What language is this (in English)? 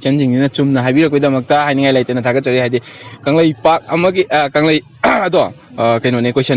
Manipuri